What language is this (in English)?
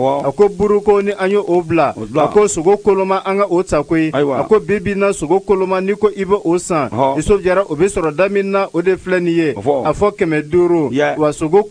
Bambara